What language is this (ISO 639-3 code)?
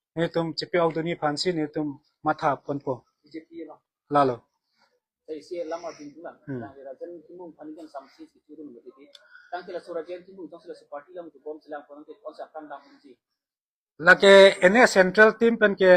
mjw